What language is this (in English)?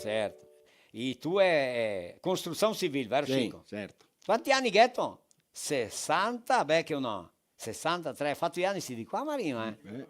Venetian